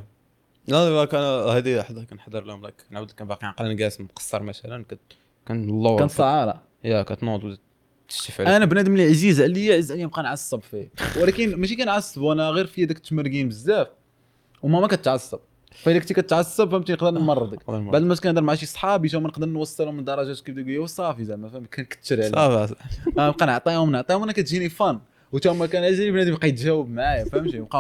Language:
Moroccan Arabic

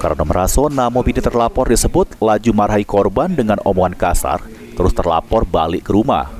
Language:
Musi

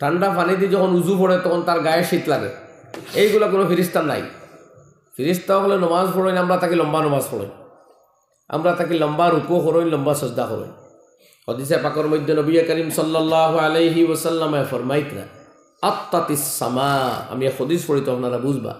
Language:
Sylheti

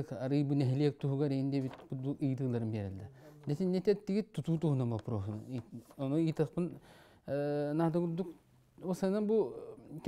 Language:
Yakut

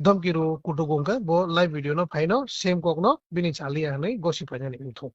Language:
Kok Borok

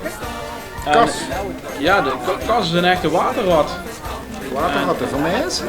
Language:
Limburgish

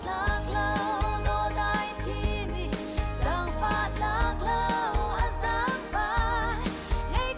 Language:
Hakha Chin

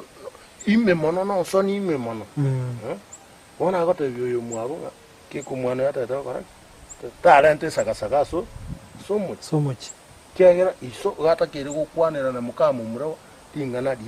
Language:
Gusii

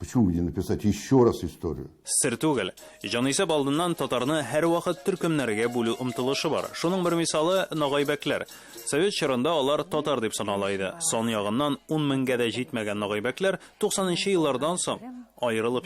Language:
Tatar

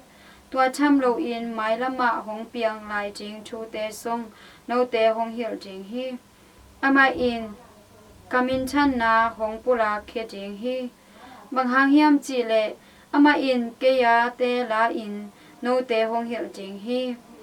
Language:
Tedim Chin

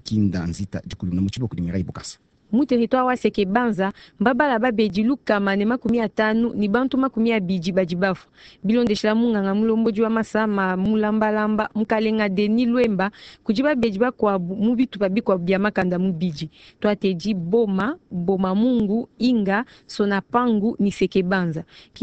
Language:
Luba-Lulua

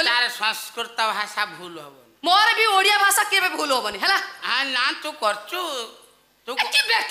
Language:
Odia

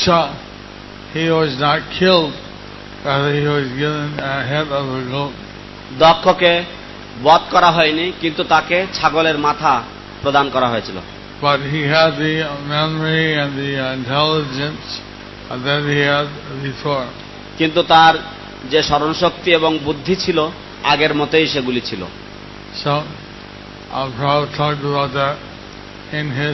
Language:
Bangla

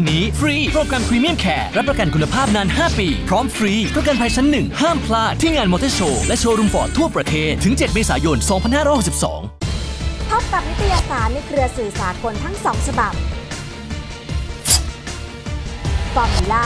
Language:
Thai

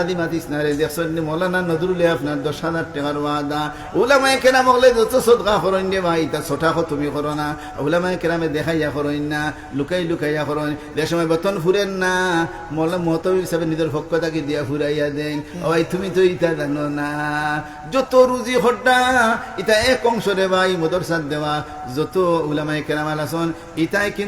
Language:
Sylheti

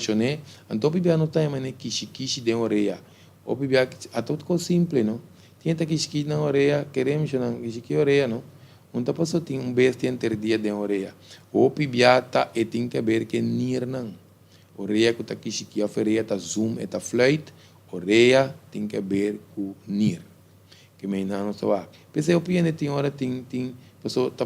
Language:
Papiamento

